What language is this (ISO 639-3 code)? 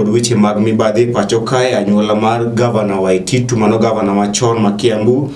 luo